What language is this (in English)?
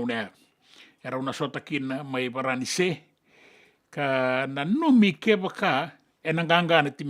Fijian